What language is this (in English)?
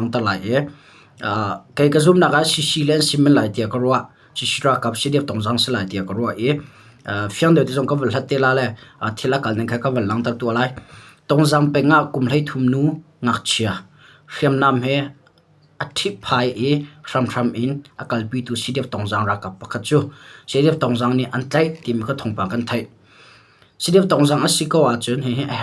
Hakha Chin